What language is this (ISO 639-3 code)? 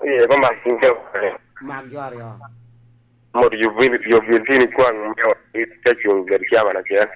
laj